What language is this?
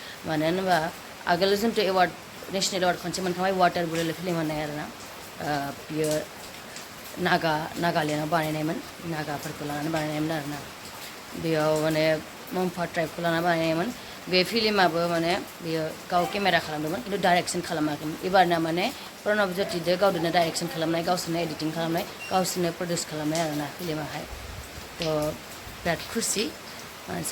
Bodo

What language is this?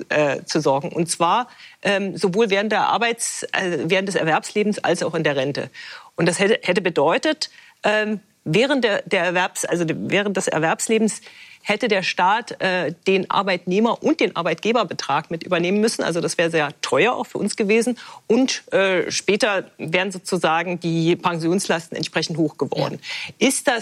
German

